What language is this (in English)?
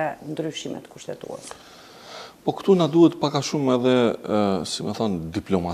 Albanian